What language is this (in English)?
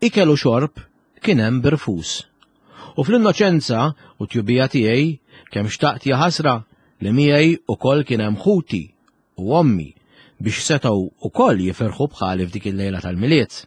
Maltese